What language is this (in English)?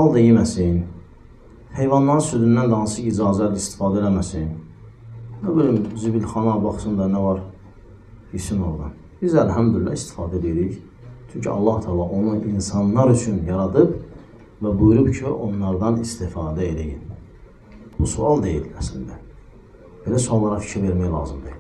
Azerbaijani